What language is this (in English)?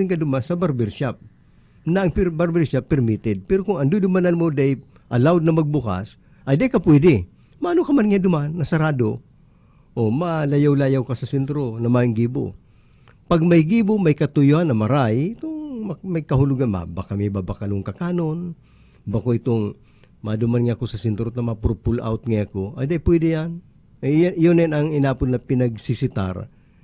Bikol